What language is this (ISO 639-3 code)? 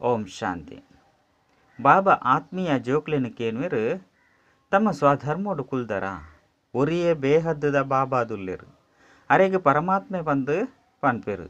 tcy